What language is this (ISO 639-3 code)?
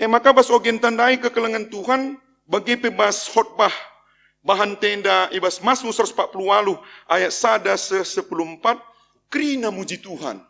btx